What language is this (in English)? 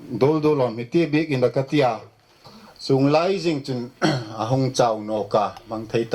Hmar